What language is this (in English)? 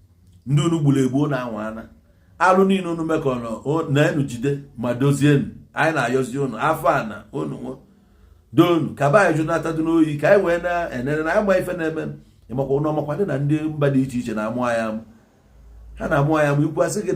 Igbo